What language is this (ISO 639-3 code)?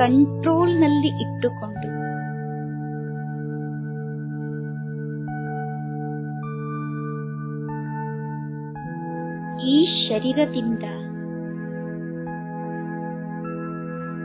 kan